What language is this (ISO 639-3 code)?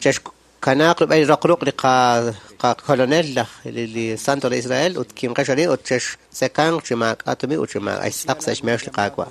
kek